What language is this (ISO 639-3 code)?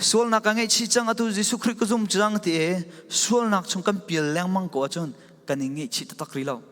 cfm